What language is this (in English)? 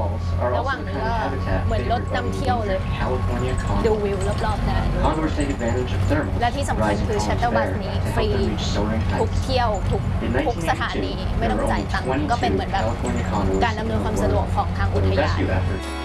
Thai